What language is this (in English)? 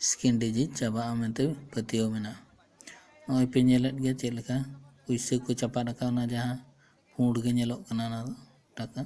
Santali